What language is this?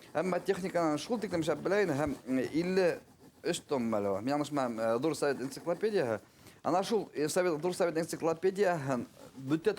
Bashkir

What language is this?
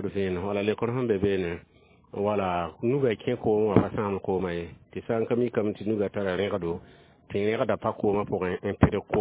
Mossi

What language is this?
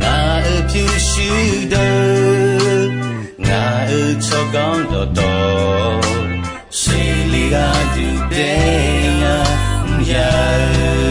Akha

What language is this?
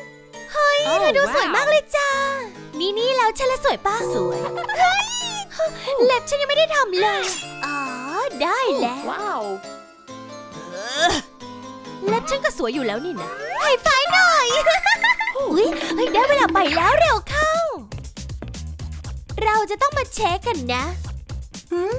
Thai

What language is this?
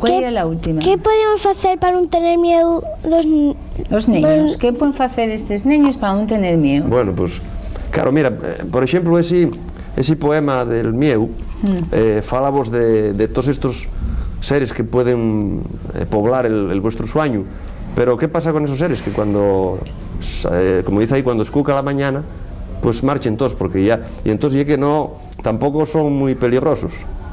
Asturian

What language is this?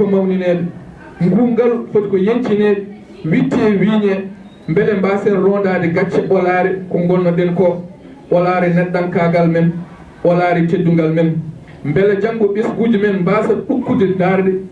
Fula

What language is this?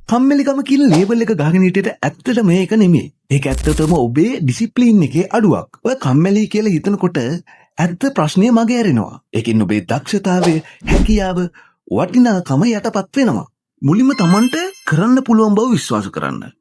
Sinhala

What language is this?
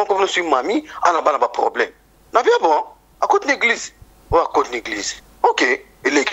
Lingala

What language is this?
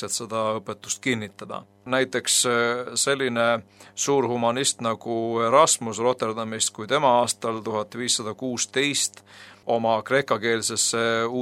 Estonian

